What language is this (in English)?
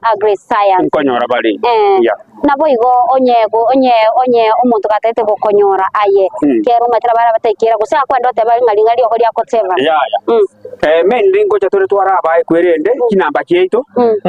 Gusii